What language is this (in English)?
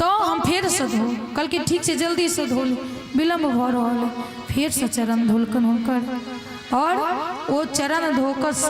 Maithili